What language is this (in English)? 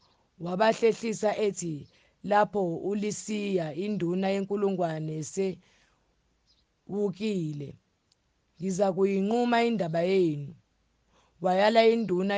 Zulu